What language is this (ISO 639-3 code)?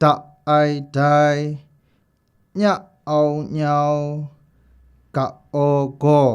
kac